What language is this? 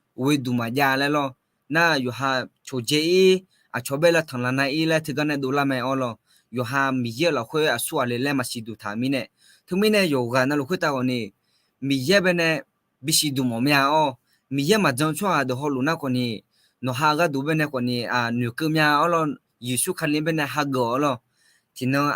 Akha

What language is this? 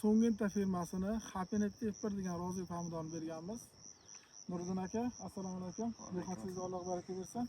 Uzbek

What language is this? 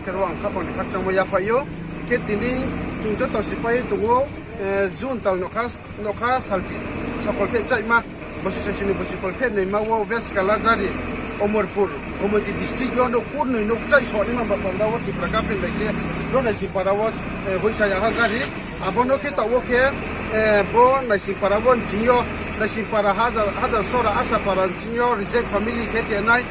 Riang (India)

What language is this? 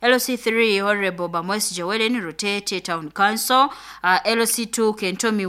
Nyoro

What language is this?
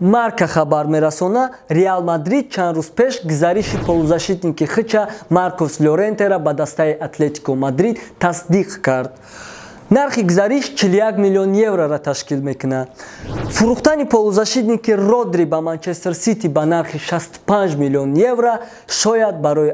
Tajik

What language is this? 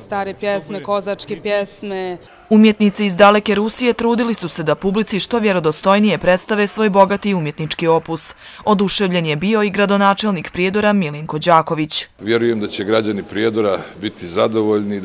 Bosnian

